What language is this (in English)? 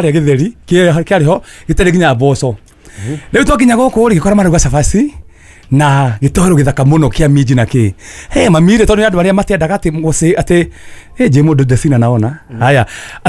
Kikuyu